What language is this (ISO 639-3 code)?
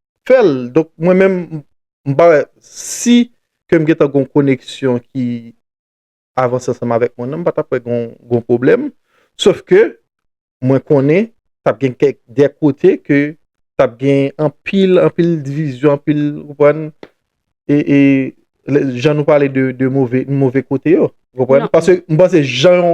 hat